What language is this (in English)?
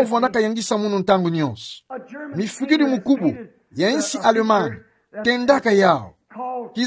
Kituba (Democratic Republic of Congo)